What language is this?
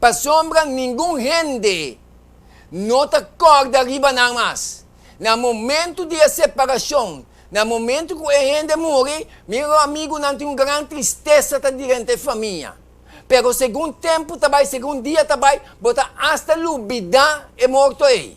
Papiamento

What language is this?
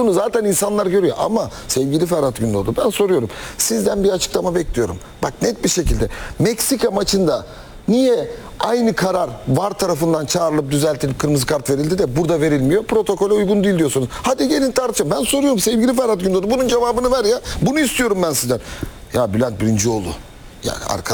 Turkish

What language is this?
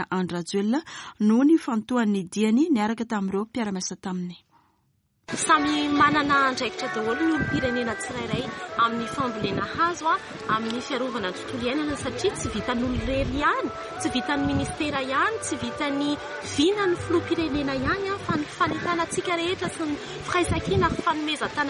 Malagasy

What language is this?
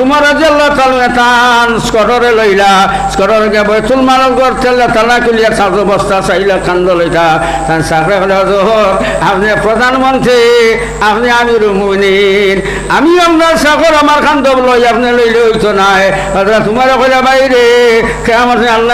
Sylheti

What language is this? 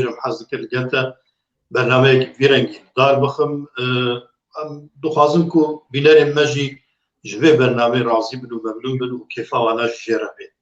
Kurdish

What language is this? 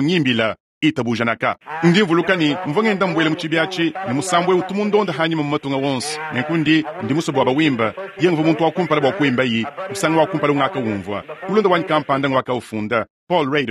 Luba-Lulua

